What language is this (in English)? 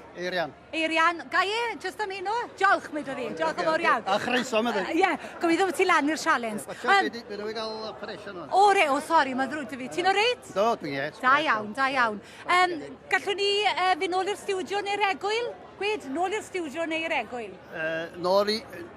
Welsh